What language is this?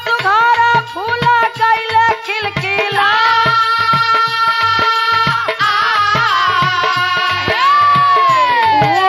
Bhojpuri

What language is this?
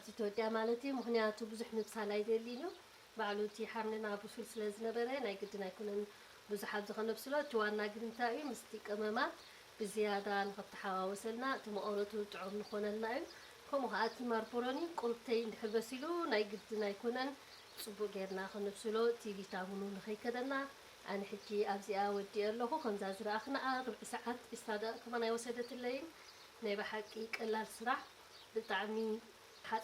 Tigrinya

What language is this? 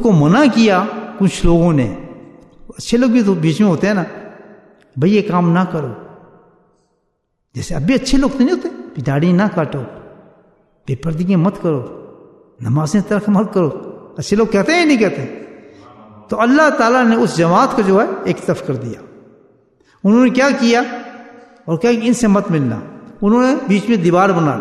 Urdu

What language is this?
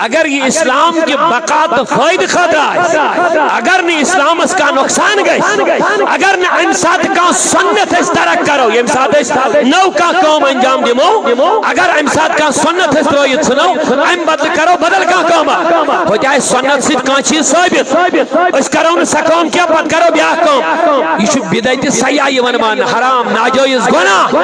Kashmiri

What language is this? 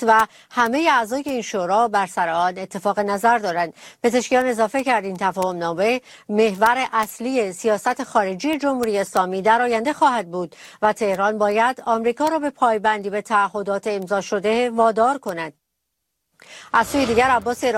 Persian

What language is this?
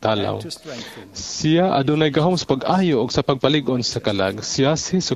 Cebuano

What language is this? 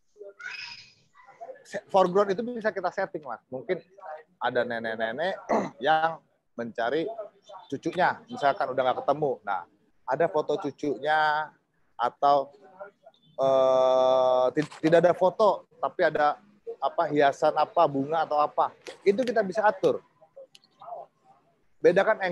Indonesian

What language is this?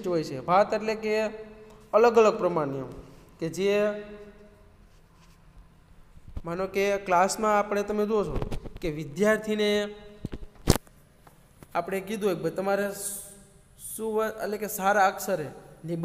Gujarati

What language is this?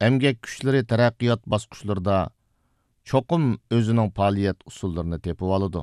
Uyghur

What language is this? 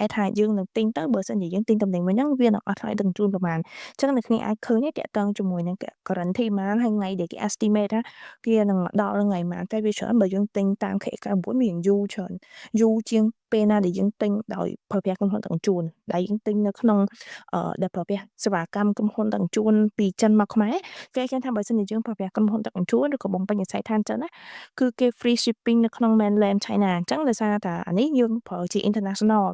Khmer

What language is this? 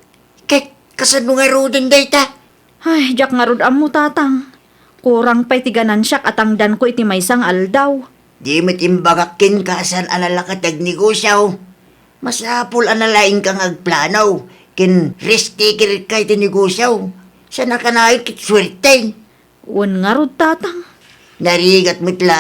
Iloko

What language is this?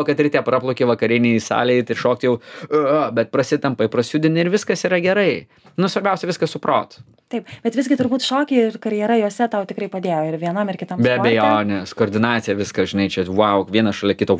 Lithuanian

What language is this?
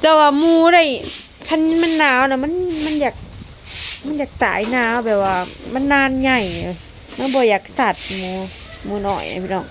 Lao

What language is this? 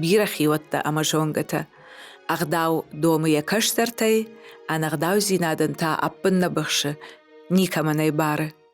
Ossetic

